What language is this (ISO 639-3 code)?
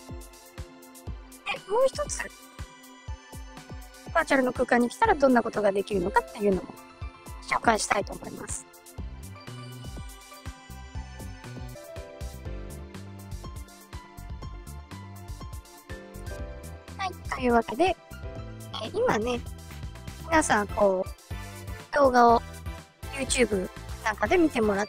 jpn